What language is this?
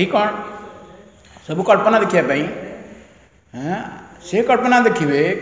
Odia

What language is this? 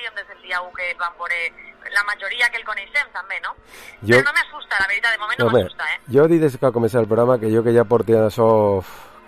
Catalan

